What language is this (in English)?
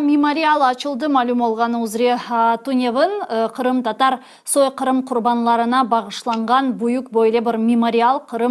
Crimean Tatar